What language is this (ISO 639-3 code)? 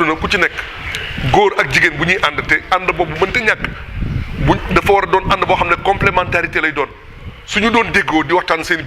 wol